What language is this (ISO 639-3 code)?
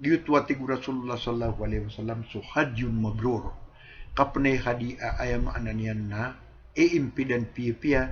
mrw